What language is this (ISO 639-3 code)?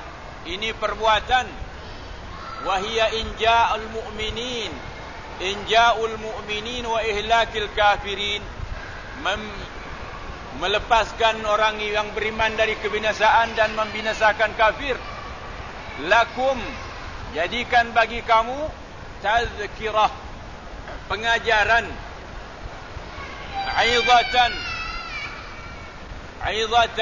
msa